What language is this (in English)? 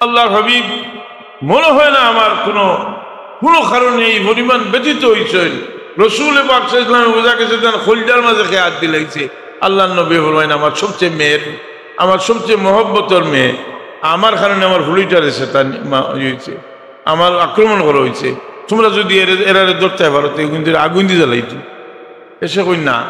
Sylheti